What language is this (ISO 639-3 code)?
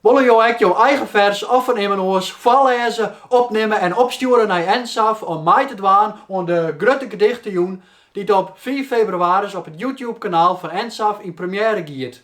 fry